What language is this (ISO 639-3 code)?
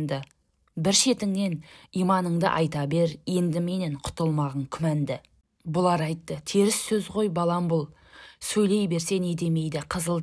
kaz